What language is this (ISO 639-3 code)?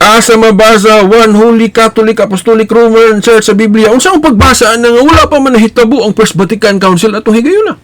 ceb